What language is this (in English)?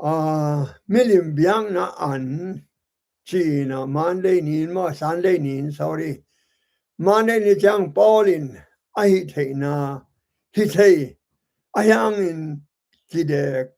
Tedim Chin